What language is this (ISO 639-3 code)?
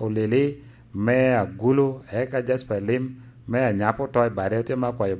laj